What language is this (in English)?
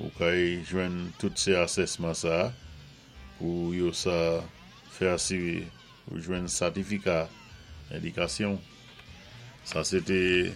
Saint Lucian Creole French